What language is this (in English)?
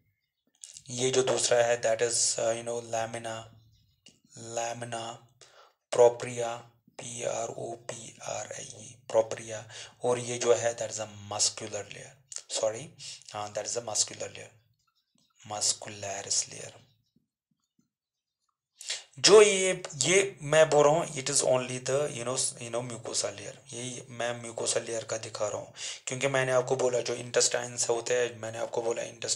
Hindi